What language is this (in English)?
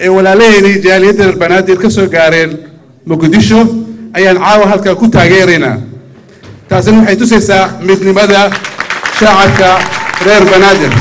Somali